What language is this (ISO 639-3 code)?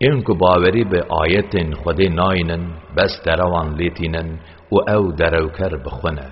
kur